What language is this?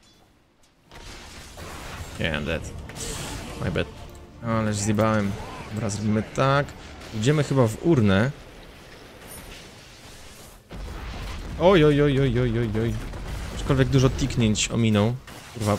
Polish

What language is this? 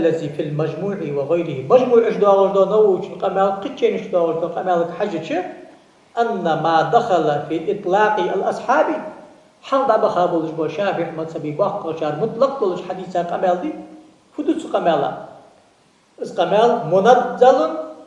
Ingush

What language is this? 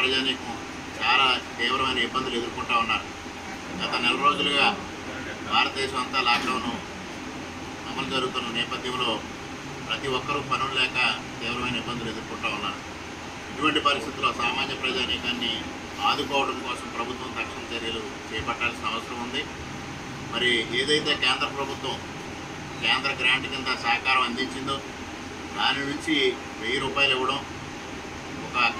Telugu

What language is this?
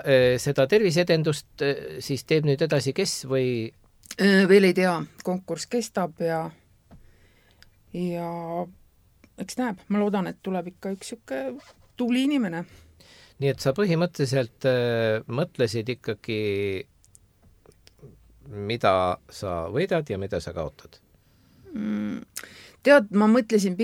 Estonian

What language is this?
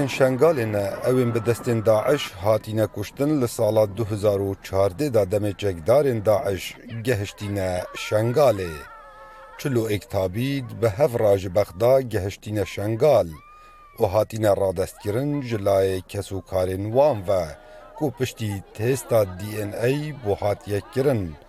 Kurdish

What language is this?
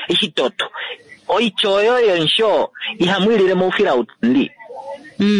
Kuanyama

